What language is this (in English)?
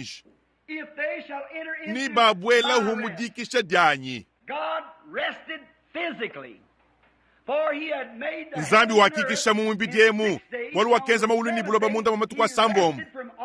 Luba-Lulua